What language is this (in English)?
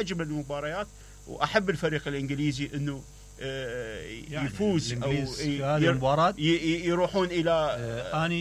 Mesopotamian Arabic